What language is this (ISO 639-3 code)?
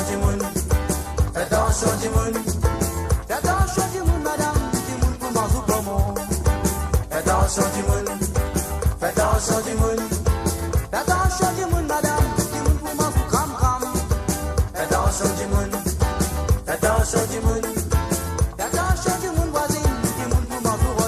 mfe